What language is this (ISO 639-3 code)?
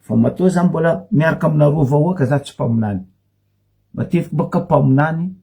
mlg